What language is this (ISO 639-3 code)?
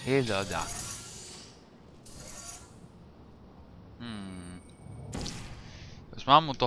fin